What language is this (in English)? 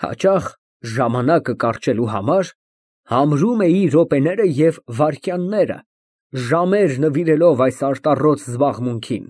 Armenian